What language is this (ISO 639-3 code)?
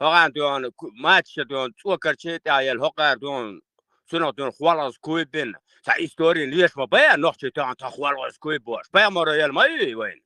che